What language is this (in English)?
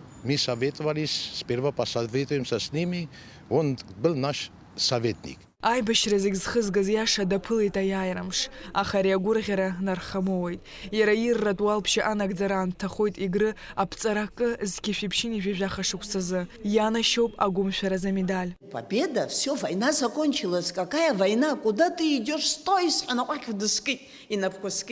Abkhazian